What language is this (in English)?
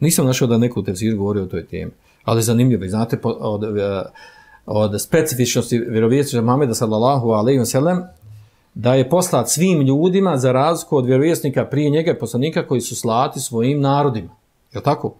Bosnian